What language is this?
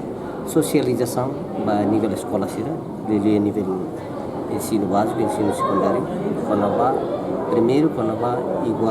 Tetum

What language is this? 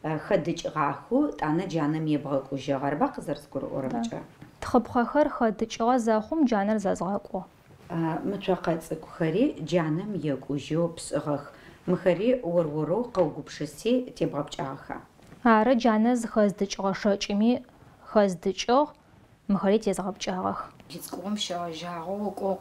Adyghe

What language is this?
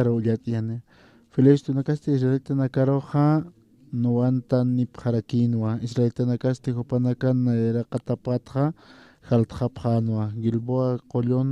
Aymara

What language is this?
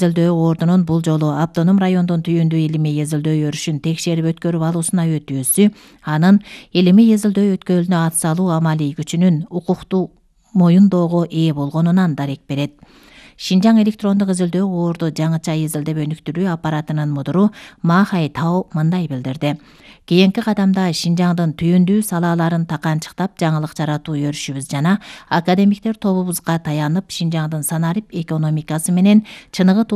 Kyrgyz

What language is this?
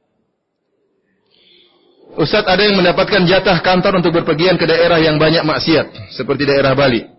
Indonesian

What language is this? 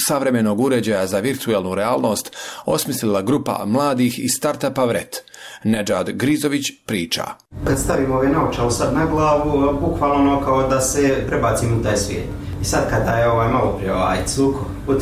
Bosnian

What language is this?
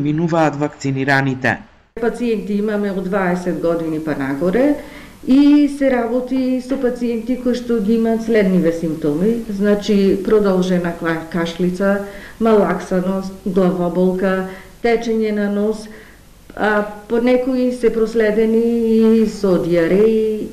Macedonian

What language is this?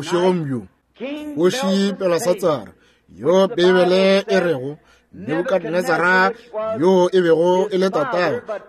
Northern Sotho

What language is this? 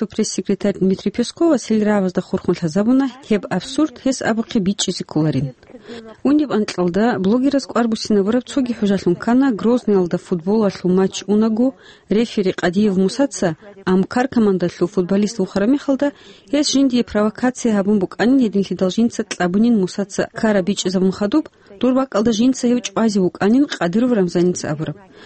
Avaric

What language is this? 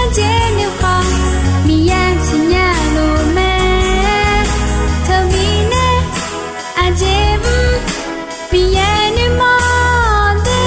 Akha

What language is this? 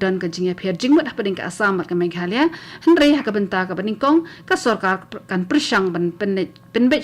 Khasi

